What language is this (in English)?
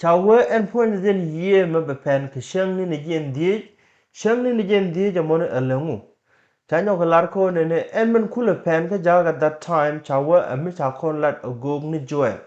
Nuer